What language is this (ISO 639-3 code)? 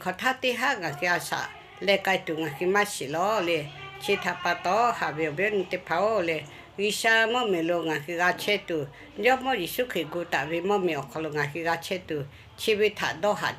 lhu